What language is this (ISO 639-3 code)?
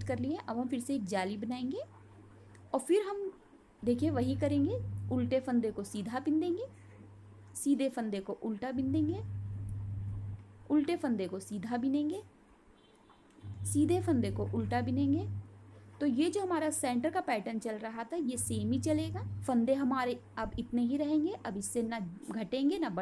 hin